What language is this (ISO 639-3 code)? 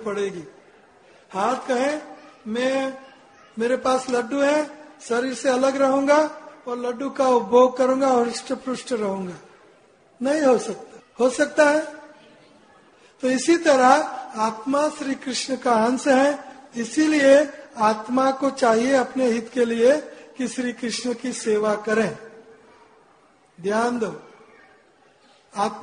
hin